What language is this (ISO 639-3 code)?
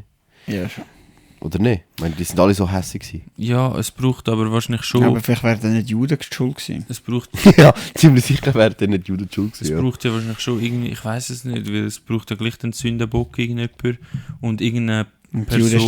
gsw